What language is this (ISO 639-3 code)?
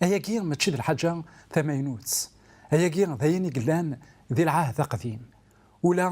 kab